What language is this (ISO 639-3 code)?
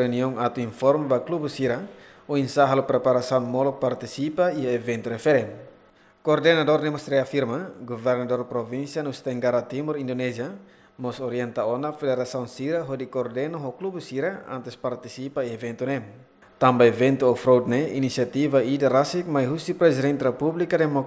tet